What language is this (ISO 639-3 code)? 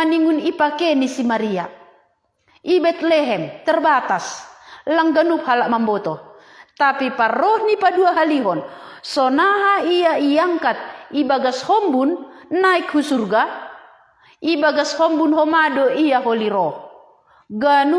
bts